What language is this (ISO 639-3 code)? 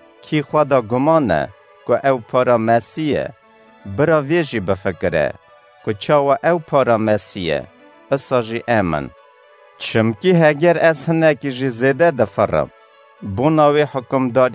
kur